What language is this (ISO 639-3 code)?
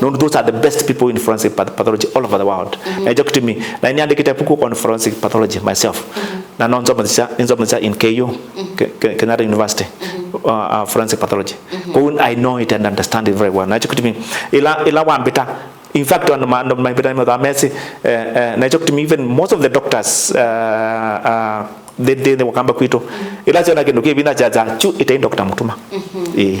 kam